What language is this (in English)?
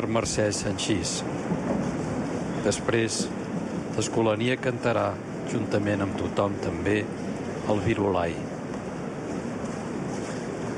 Catalan